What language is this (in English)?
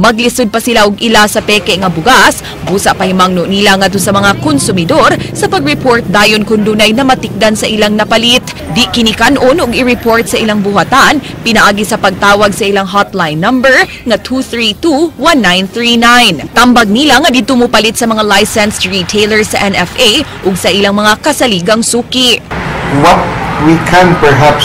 Cebuano